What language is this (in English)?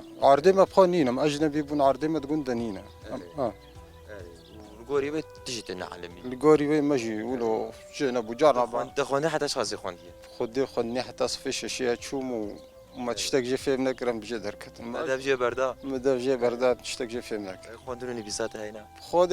Kurdish